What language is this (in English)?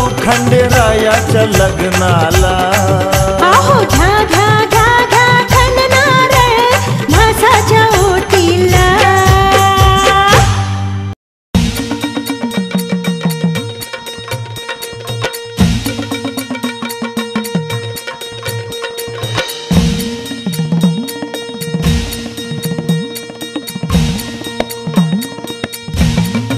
Marathi